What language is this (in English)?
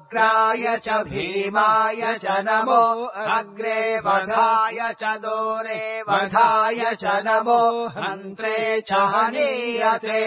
Sanskrit